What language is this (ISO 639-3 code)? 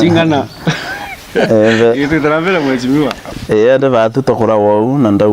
mer